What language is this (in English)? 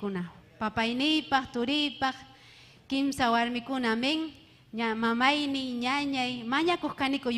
Ayacucho Quechua